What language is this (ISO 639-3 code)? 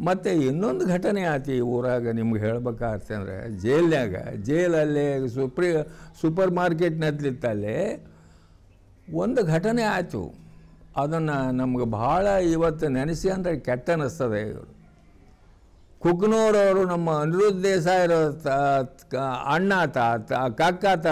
kan